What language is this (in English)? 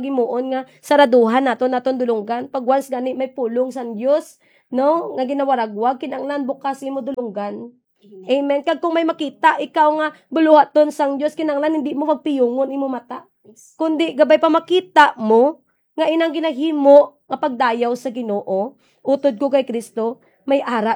Hiligaynon